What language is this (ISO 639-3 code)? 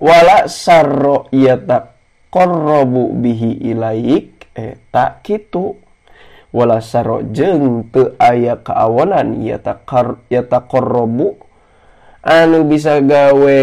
sun